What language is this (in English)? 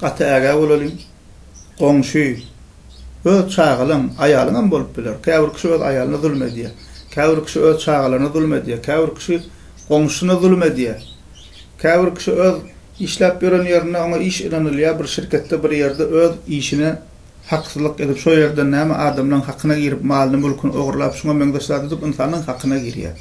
Turkmen